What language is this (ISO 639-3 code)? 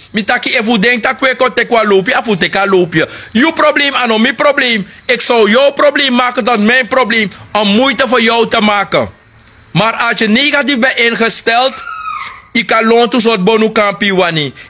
srn